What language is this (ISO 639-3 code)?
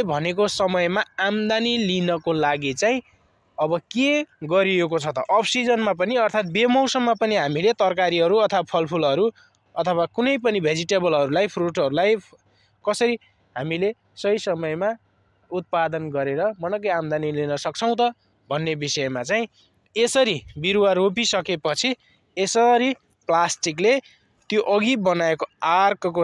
nep